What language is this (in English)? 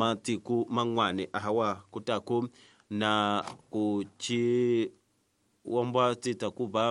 Tsonga